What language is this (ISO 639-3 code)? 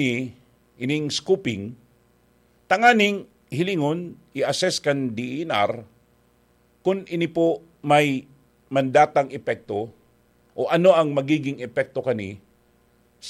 bik